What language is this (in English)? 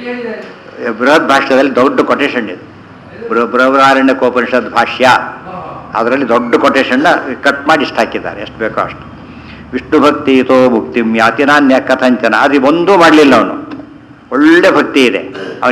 Kannada